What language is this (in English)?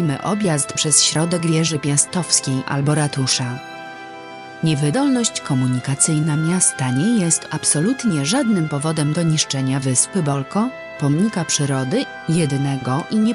Polish